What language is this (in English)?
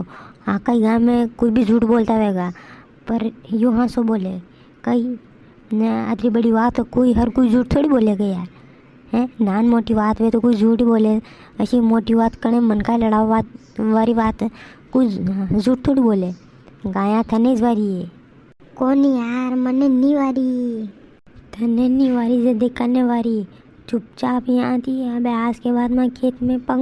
Rajasthani